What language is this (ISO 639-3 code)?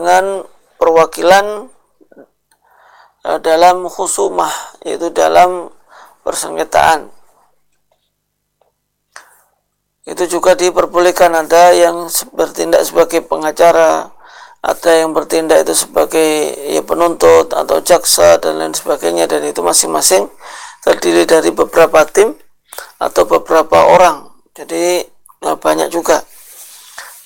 ind